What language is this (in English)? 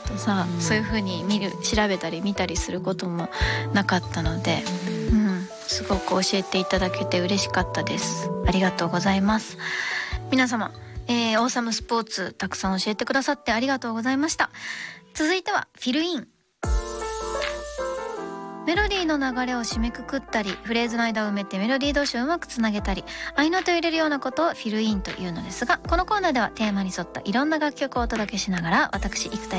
Japanese